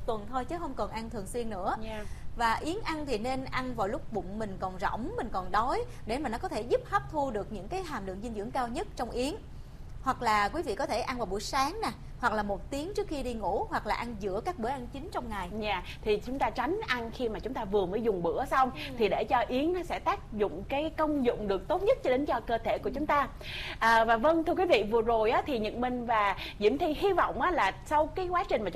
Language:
Vietnamese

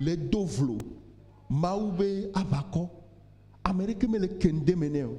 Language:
Ewe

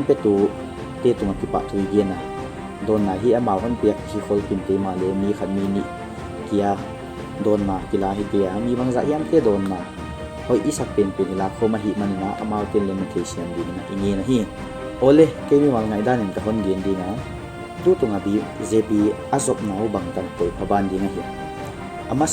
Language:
Paite Chin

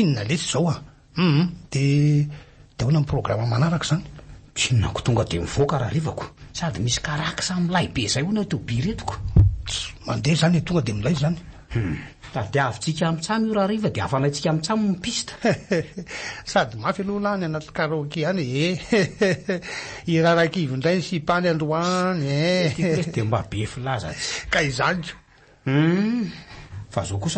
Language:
Malagasy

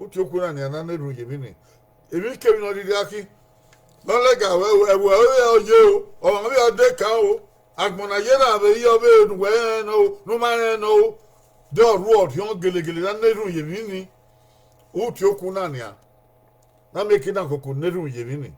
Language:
Bini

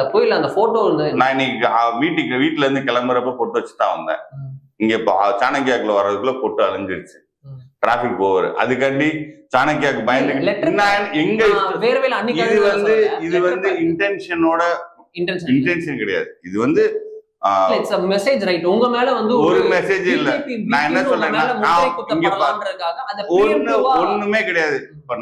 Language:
Tamil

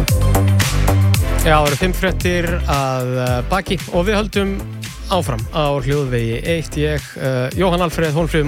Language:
Icelandic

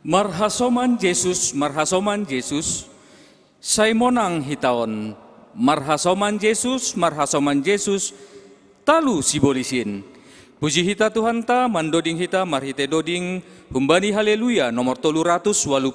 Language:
Batak Simalungun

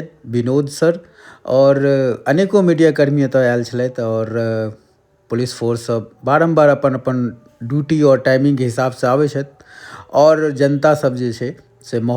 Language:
Maithili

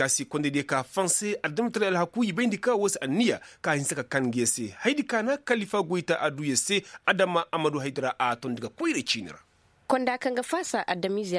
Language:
Koyraboro Senni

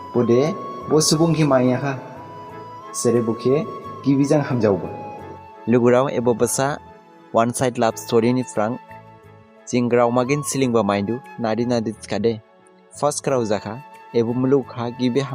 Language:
Dimasa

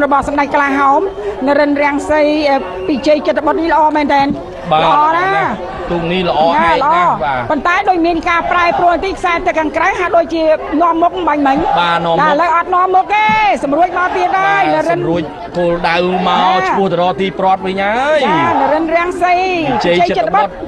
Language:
Khmer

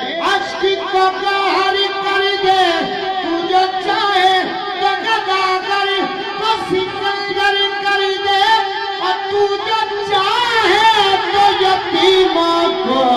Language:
Saraiki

